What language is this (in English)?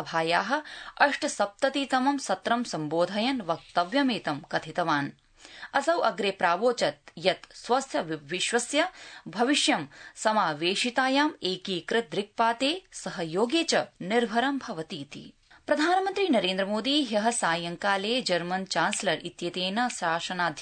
Sanskrit